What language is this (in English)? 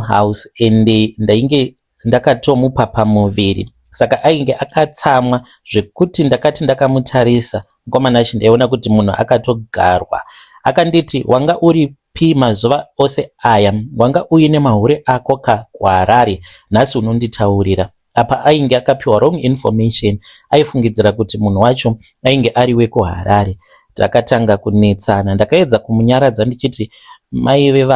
Shona